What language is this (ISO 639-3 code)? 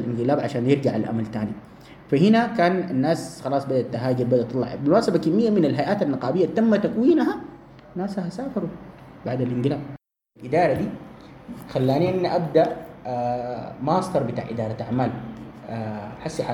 apd